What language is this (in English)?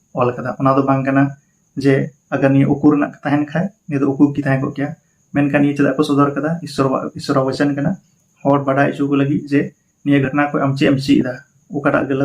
Santali